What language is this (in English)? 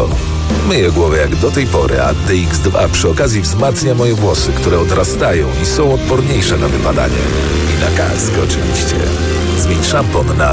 Polish